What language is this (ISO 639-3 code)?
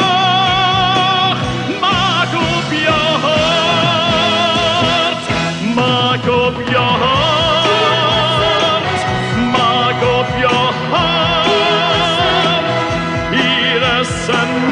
afr